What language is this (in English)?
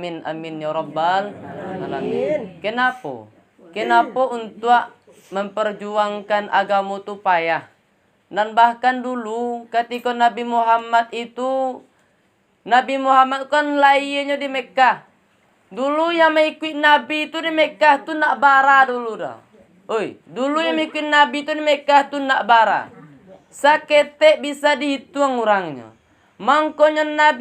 Minangkabau